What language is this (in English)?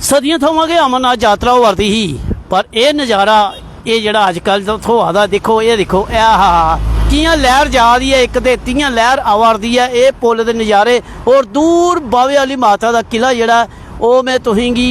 Dogri